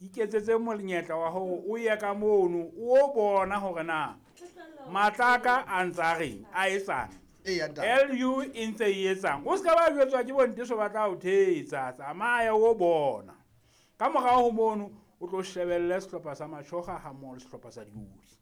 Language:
Southern Sotho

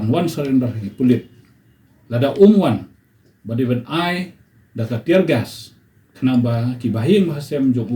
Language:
Khasi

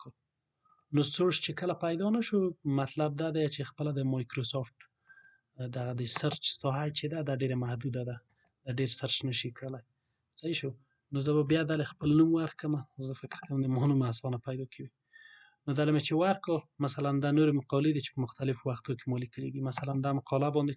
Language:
Pashto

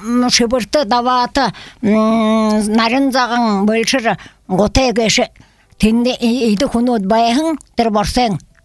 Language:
Buriat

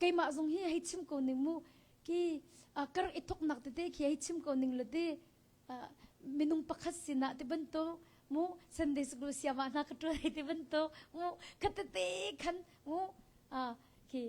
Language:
Hakha Chin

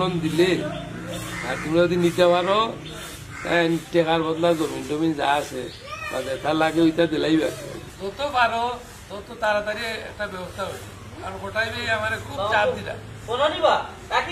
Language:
Sylheti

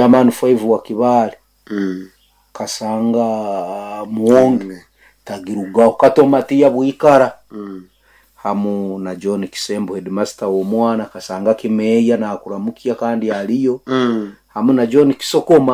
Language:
Nyoro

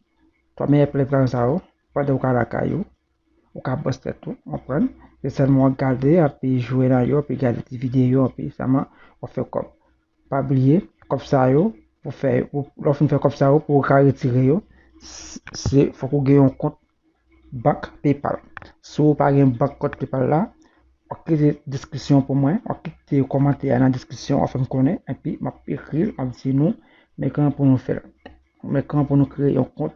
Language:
Haitian Creole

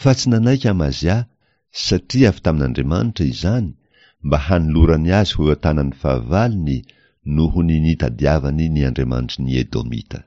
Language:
Malagasy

